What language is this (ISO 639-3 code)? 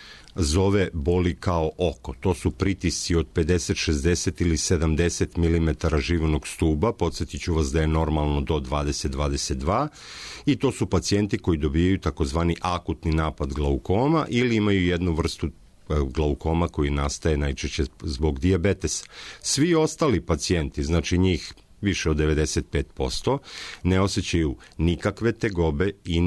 srp